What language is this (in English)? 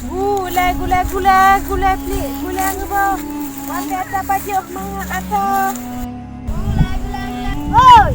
Achinese